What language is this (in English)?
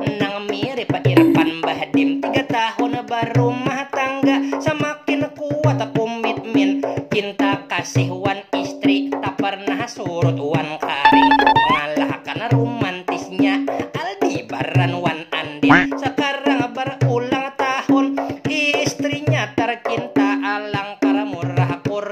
Banjar